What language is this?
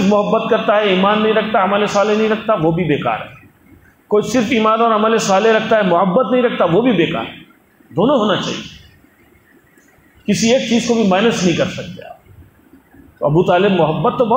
Urdu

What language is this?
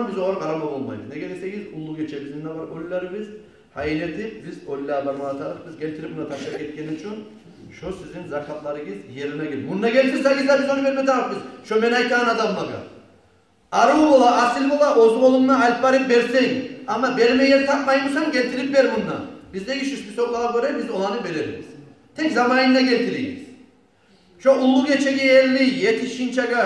Kumyk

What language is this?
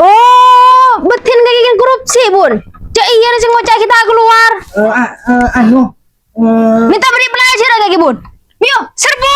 Madurese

